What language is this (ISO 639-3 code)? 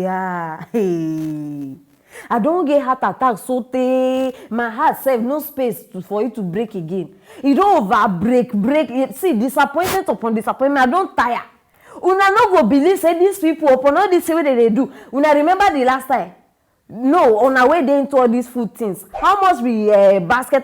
pcm